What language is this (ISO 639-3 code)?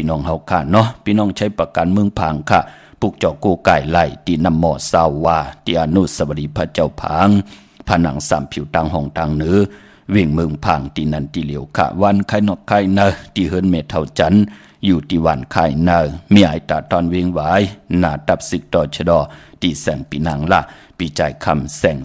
shn